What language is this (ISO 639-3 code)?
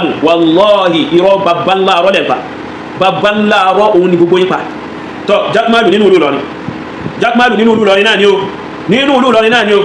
yor